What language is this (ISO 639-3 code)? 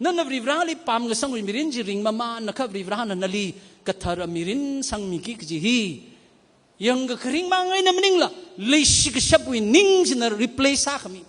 nmf